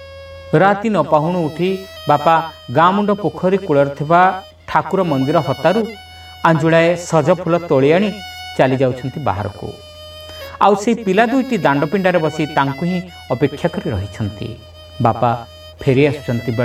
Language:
Odia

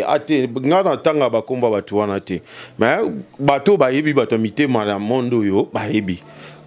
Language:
Lingala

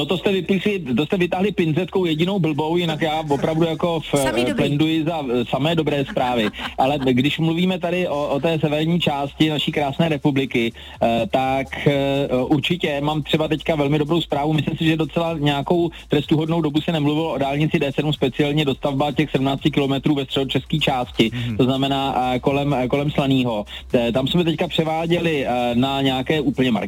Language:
Czech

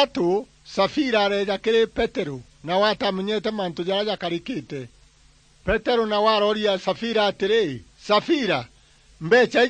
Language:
Meru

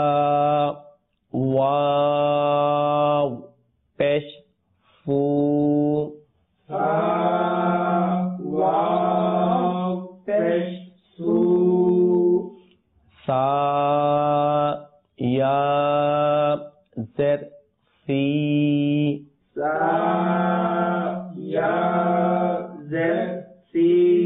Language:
Bangla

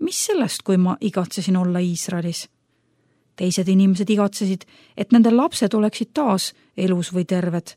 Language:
Estonian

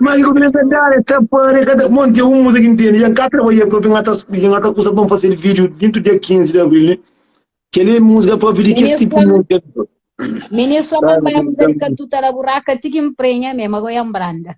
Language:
Kabuverdianu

